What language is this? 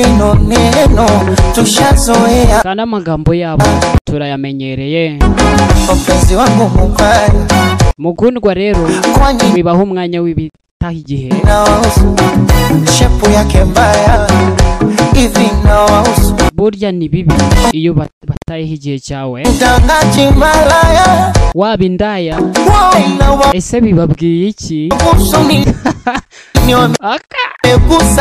Kinyarwanda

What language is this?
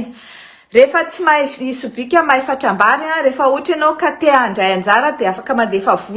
Malagasy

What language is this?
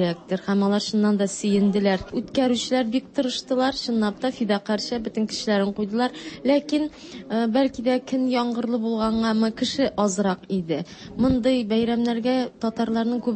Tatar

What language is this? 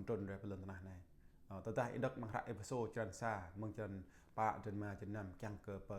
Jarai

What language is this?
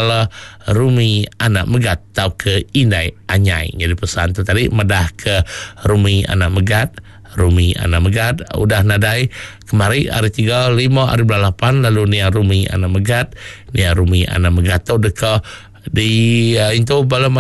Iban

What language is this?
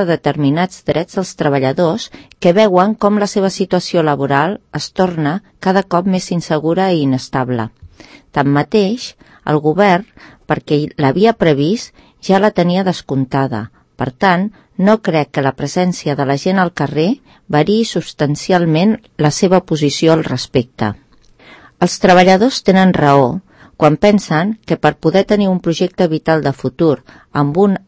Catalan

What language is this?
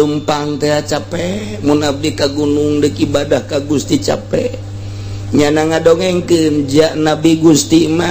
Sundanese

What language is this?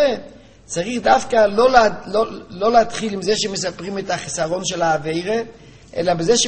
Hebrew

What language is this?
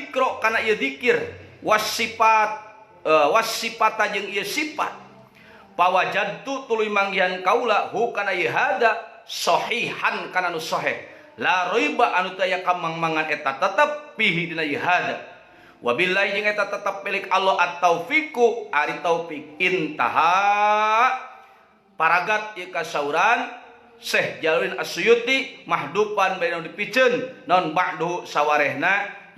Sundanese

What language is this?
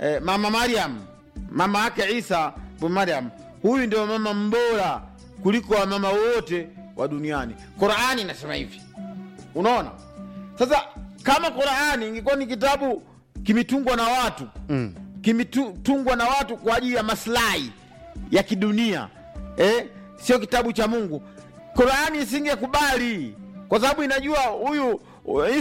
Swahili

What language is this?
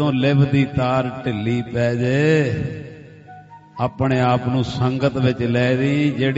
Punjabi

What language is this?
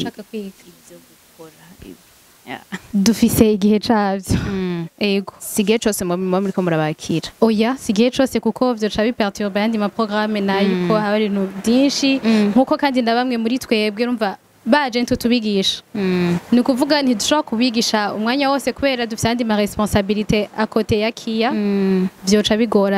Rundi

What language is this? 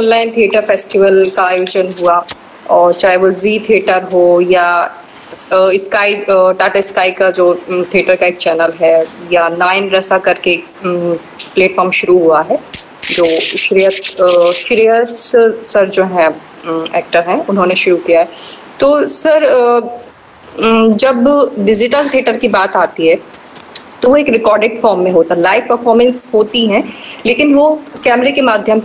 Hindi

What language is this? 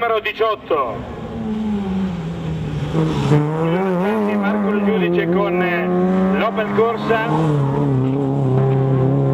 Italian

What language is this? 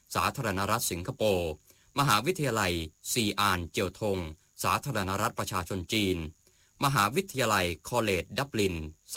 Thai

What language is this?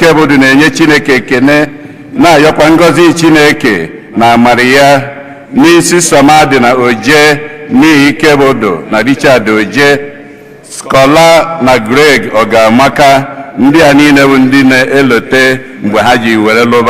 Igbo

